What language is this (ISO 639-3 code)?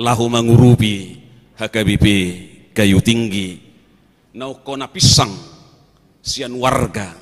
bbc